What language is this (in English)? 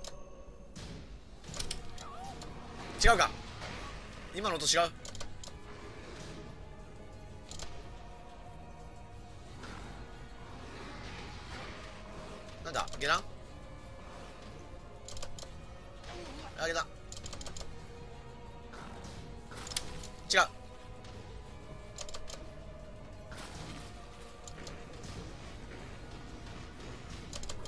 Japanese